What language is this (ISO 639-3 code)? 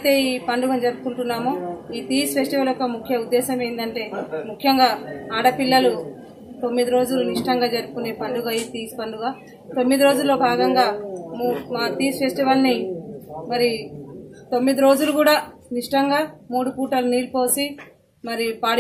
tel